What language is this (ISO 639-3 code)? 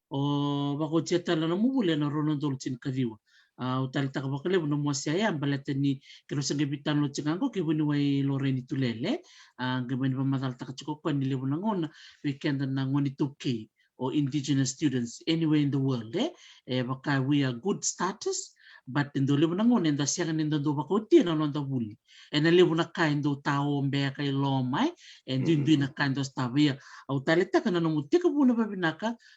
fij